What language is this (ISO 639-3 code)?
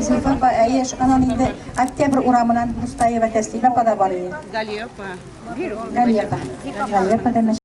tat